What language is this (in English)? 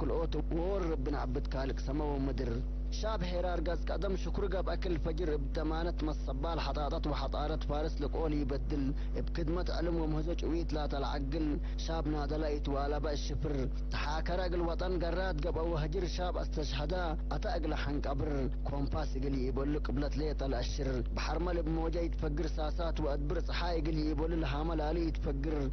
Tigre